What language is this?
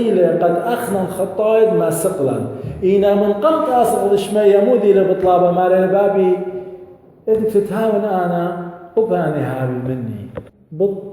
Assyrian Neo-Aramaic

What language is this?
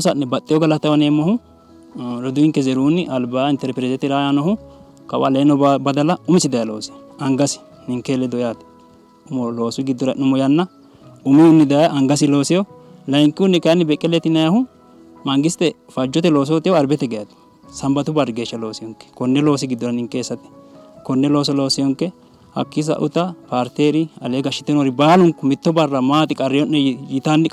Sidamo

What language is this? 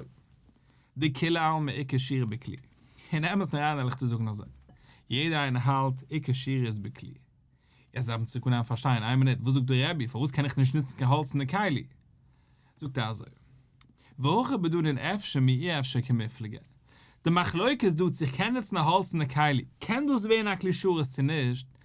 Yiddish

